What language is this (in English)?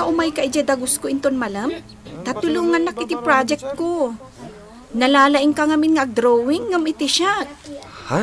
Iloko